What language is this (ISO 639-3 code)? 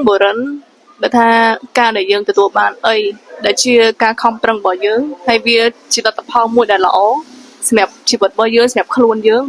khm